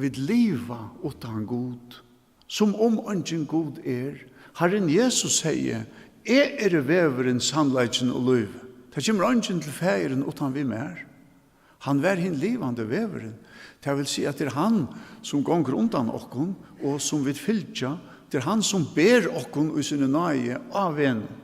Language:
Faroese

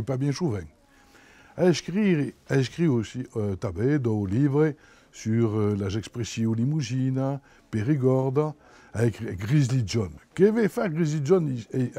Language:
Occitan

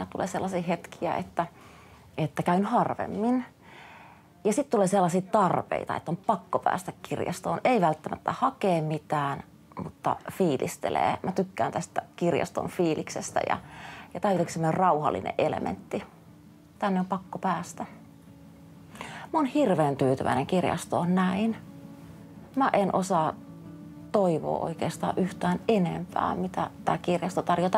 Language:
Finnish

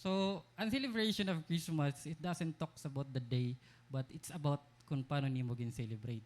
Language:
Waray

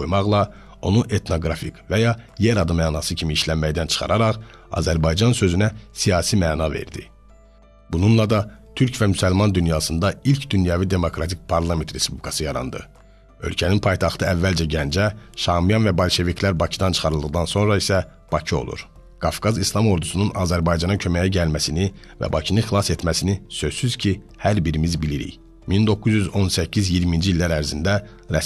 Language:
Azerbaijani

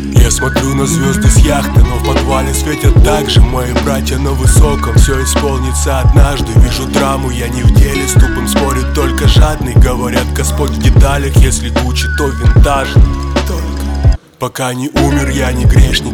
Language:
Russian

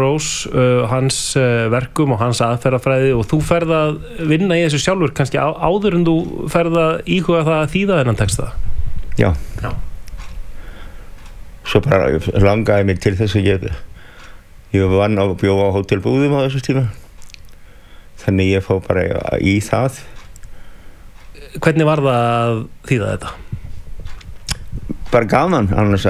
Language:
Icelandic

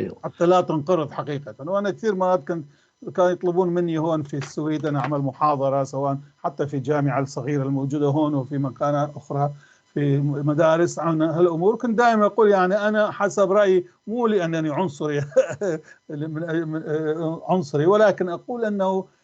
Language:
North Levantine Arabic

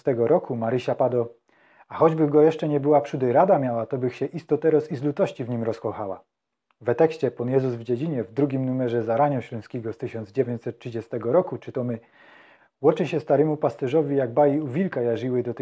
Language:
Silesian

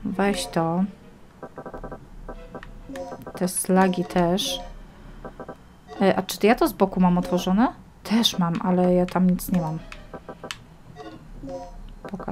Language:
Polish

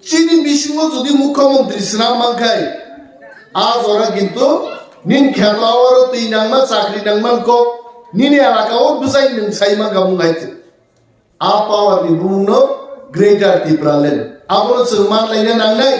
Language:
Kok Borok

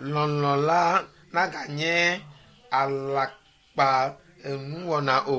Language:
Ewe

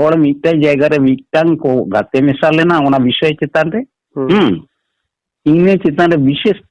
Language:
Santali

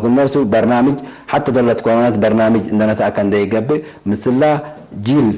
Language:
Tigre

